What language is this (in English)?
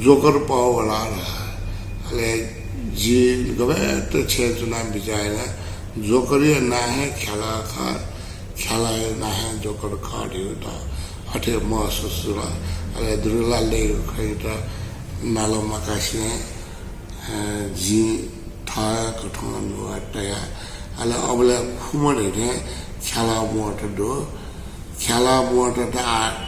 Newari